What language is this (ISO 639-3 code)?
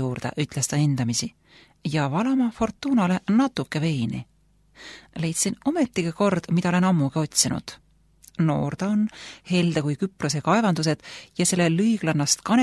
est